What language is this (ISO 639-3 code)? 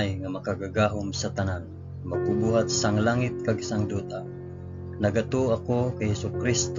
hil